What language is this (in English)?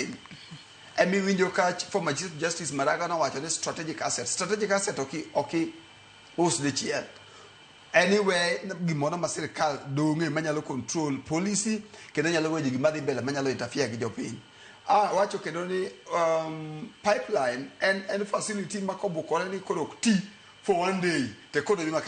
Luo (Kenya and Tanzania)